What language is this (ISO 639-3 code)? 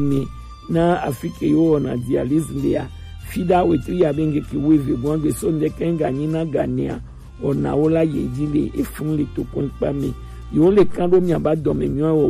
gej